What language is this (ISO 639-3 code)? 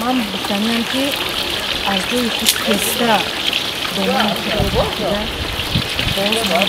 tgk